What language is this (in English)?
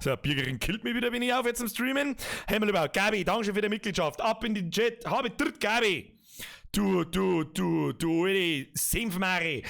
Bavarian